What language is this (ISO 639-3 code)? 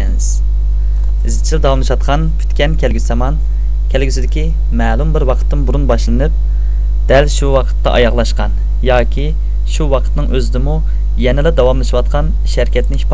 uig